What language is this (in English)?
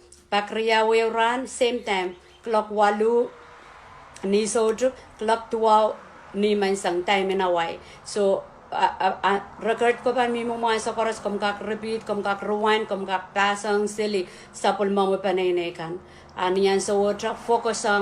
Pohnpeian